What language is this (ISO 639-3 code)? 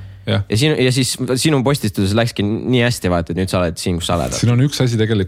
est